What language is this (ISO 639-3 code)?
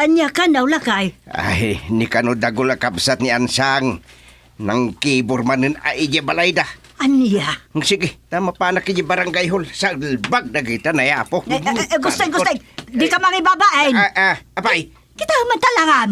ilo